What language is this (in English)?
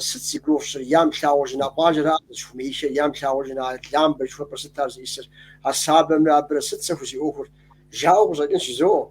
Kabardian